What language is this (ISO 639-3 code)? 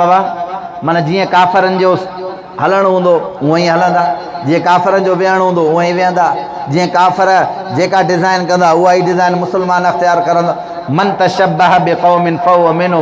snd